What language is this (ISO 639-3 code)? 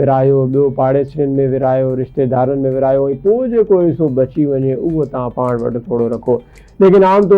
snd